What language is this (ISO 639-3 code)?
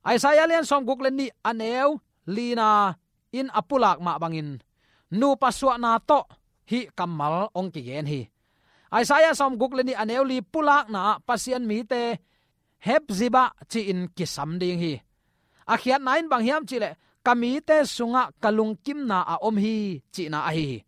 ctd